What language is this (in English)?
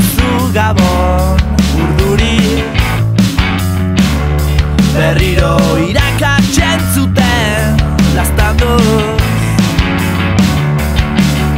Basque